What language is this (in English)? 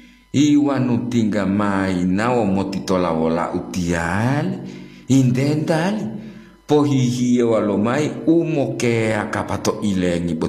Gorontalo